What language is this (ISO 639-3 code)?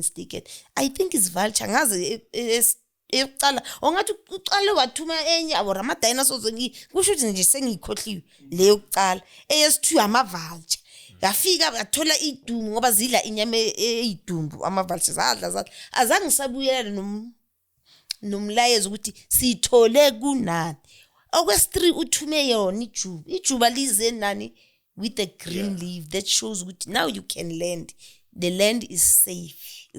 zul